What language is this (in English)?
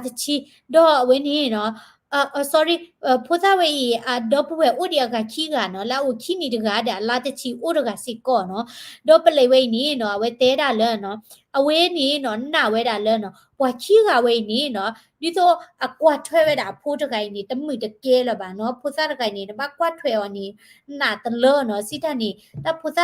S'gaw Karen